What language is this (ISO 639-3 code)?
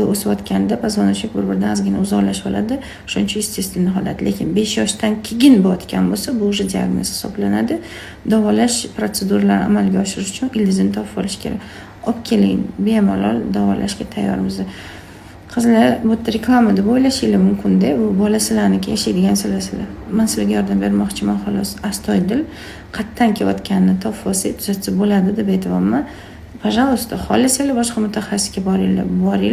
uzb